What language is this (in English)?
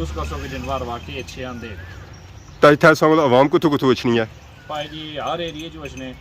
Pahari-Potwari